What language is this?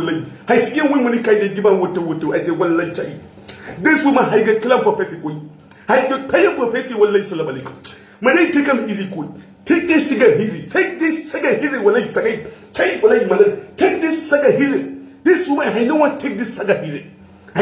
Nigerian Pidgin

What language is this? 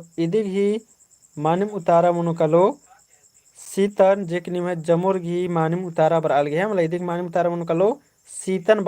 Kurukh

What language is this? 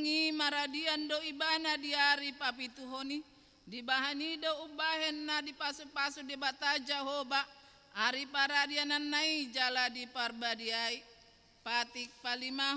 Batak Toba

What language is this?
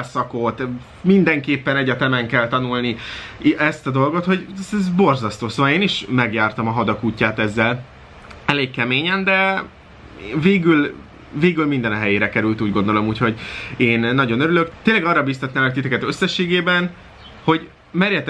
Hungarian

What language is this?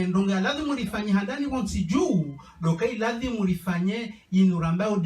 Ngazidja Comorian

